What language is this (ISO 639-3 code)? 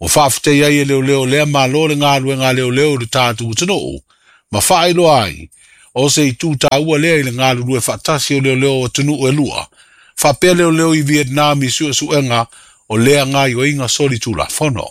smo